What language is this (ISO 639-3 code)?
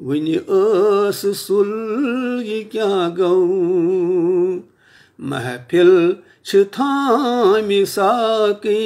kas